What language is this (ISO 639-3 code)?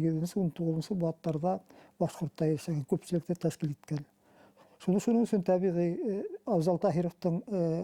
bak